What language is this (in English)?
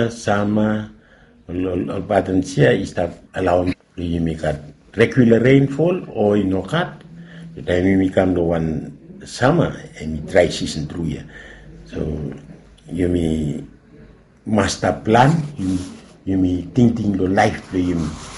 Bislama